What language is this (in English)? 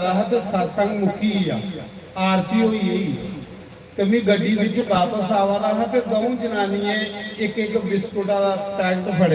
Dogri